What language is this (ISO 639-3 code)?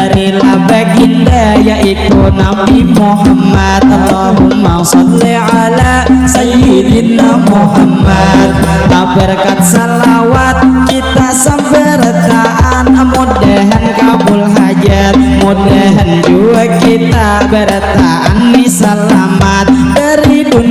bjn